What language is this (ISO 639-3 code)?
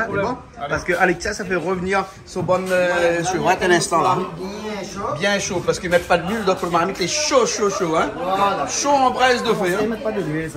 rcf